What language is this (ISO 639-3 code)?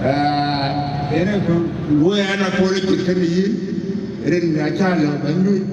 din